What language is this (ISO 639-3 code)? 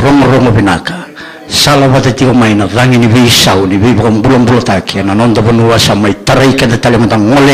fij